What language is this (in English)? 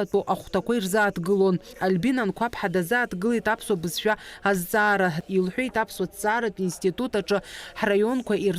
Abkhazian